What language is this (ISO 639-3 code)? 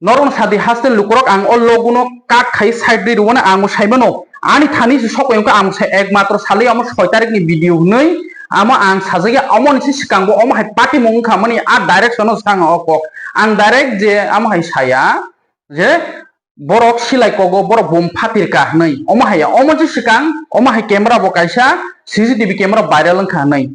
trp